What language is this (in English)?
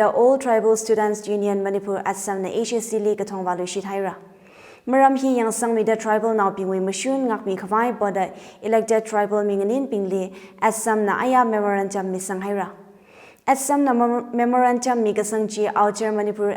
Tangkhul Naga (India)